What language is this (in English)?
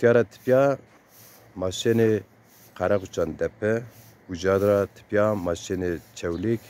Zaza